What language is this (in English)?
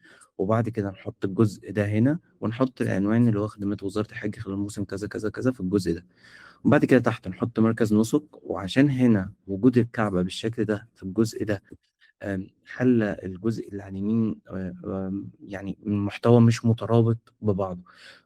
Egyptian Arabic